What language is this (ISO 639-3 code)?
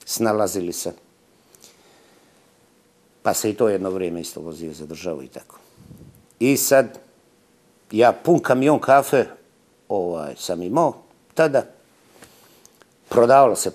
srp